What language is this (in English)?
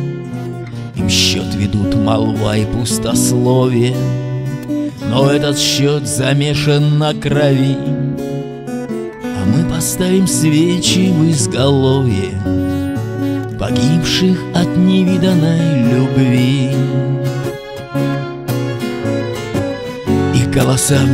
Russian